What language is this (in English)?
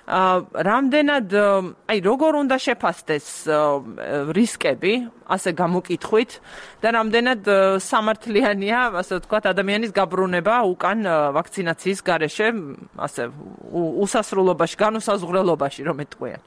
Georgian